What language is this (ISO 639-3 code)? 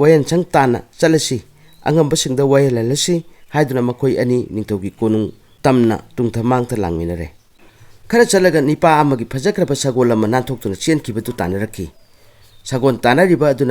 mni